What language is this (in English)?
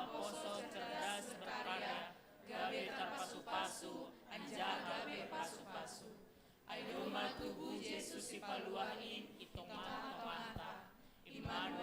Batak Simalungun